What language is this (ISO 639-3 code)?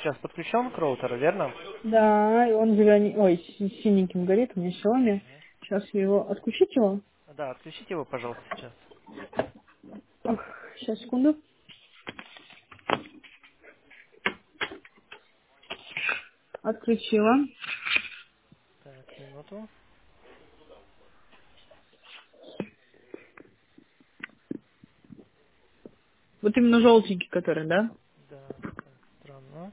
rus